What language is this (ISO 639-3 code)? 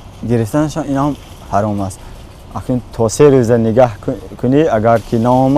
tgk